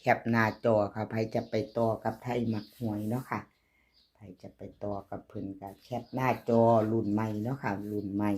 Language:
Northeastern Thai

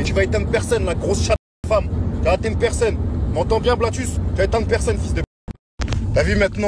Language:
French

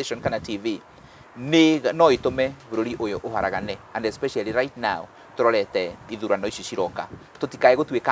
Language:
Kikuyu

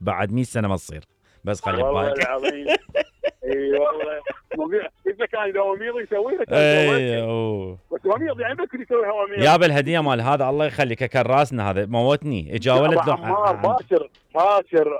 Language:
Mesopotamian Arabic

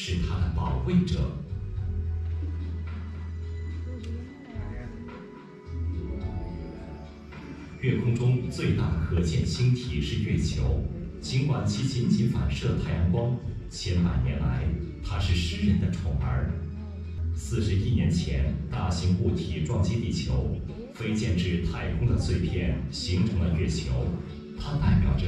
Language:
Chinese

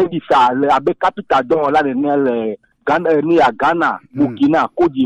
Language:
Gen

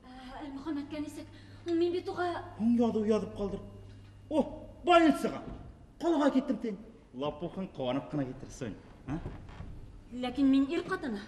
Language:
Bashkir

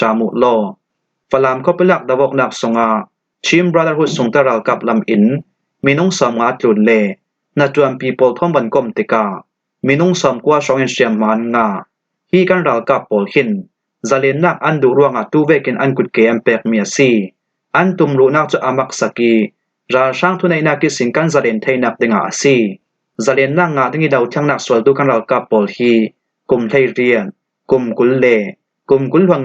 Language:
Falam Chin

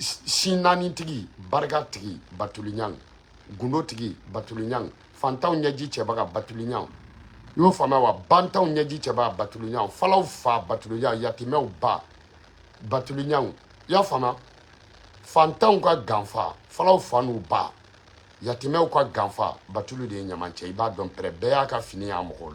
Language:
Bambara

